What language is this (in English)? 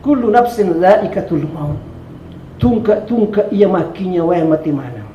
Buginese